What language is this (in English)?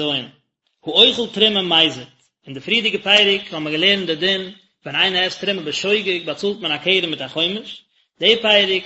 Yiddish